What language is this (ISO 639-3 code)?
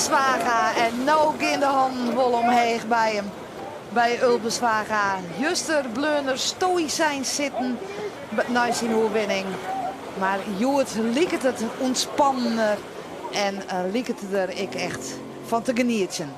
fry